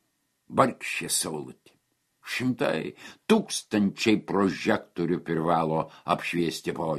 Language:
Lithuanian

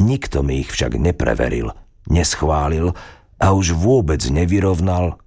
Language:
Slovak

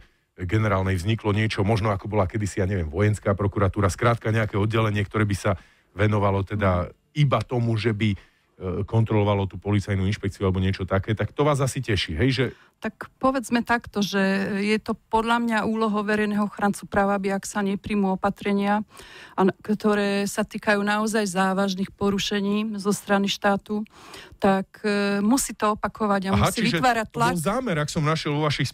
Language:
Slovak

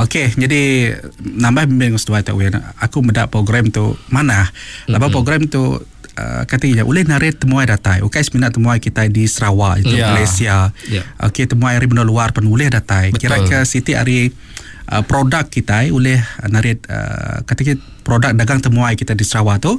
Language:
Iban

